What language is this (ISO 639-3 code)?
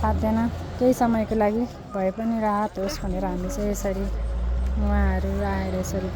nep